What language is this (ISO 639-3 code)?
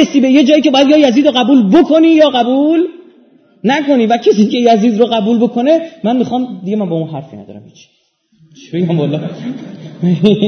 fas